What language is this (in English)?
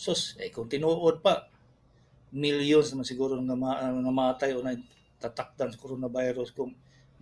Cebuano